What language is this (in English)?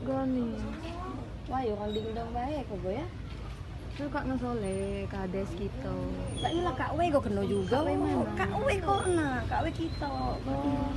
Musi